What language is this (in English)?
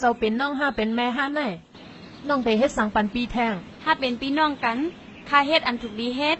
Shan